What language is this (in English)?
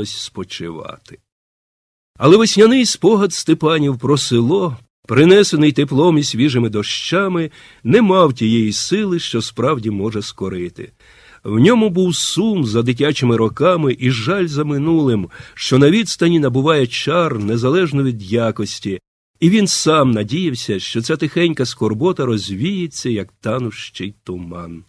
Ukrainian